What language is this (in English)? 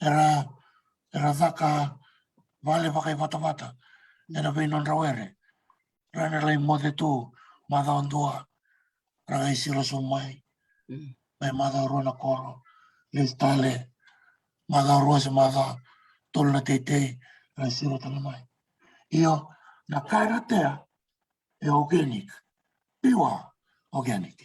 Fijian